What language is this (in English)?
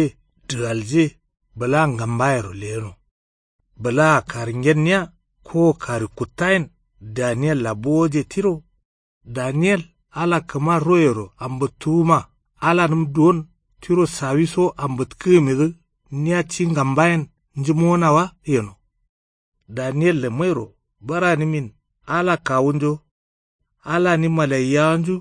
Kanuri